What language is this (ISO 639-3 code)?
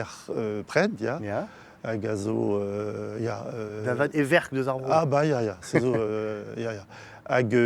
bre